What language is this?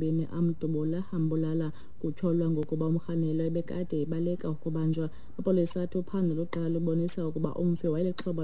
Xhosa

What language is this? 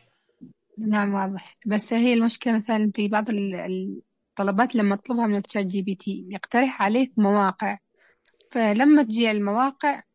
Najdi Arabic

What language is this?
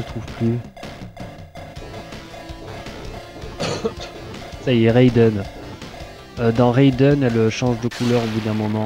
French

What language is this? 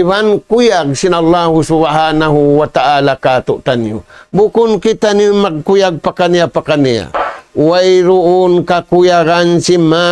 Tausug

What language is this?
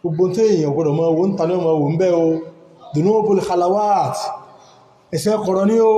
Yoruba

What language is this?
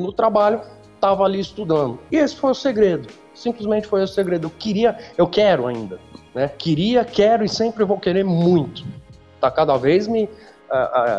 Portuguese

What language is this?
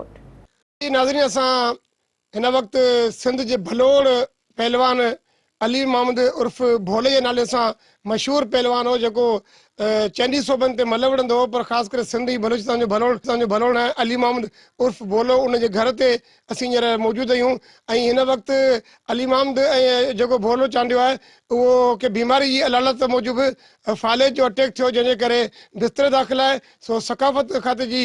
Sindhi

